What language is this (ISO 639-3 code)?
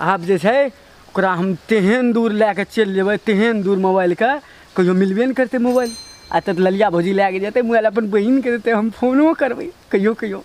mai